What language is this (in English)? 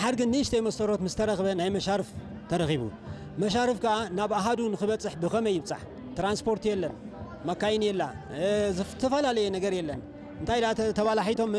Tigrinya